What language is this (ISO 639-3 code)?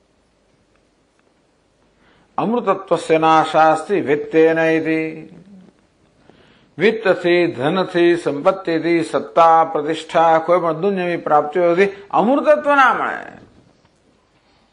guj